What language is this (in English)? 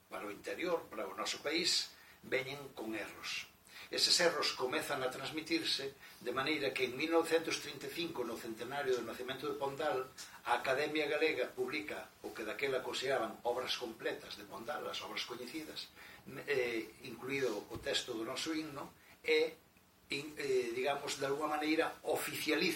Galician